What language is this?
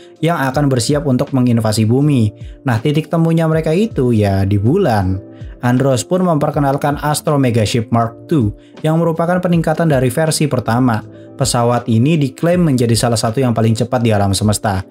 Indonesian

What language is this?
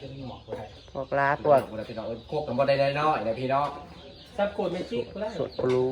Northeastern Thai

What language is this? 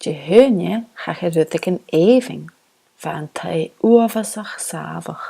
Scottish Gaelic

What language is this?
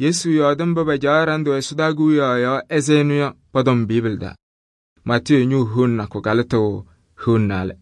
Kabiyè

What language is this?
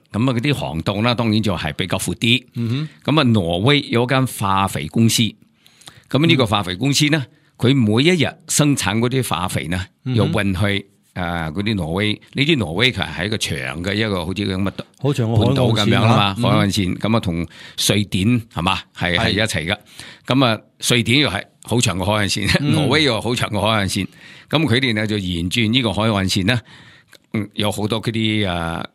Cantonese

